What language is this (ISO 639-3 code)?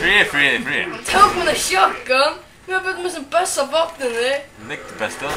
fao